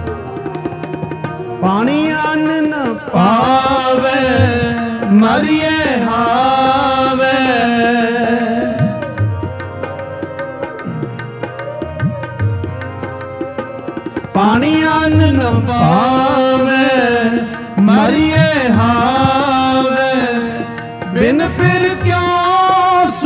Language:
Punjabi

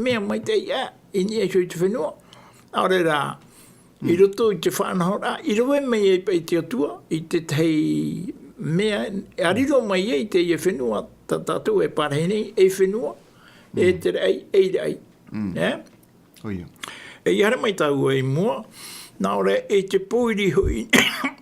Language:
Tahitian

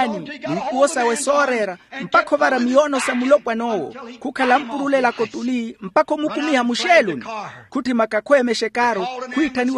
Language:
Makhuwa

